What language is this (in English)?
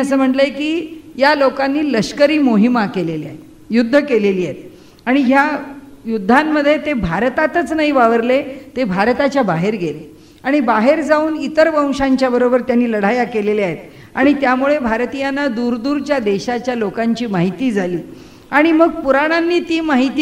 Marathi